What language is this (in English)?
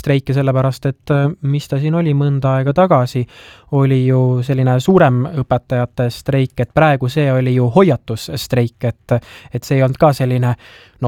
Estonian